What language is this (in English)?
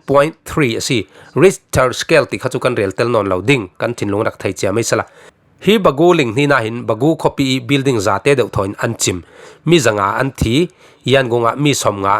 Falam Chin